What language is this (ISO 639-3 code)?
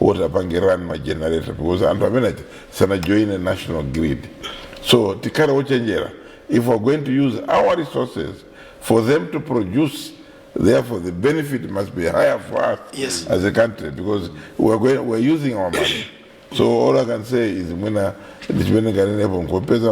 nya